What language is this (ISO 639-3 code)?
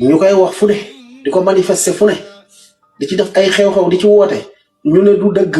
wol